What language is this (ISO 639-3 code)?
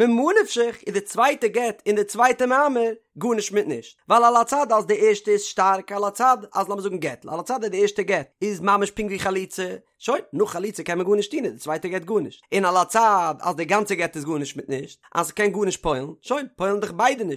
yid